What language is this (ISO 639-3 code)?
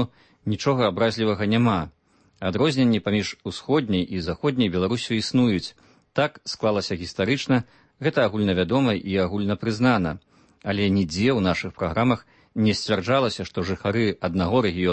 bel